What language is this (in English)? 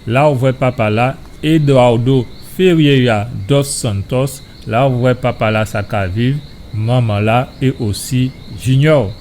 Guadeloupean Creole French